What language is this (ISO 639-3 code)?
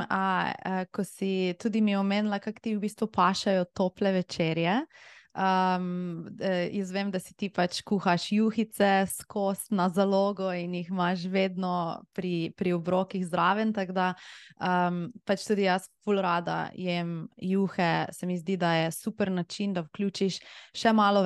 slv